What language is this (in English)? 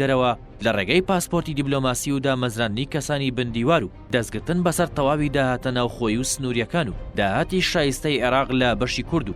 Central Kurdish